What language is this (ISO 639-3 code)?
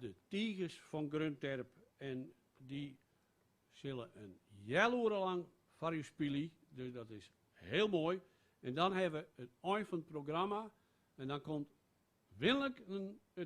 fry